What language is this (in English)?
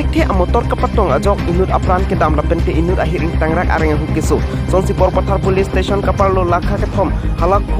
Karbi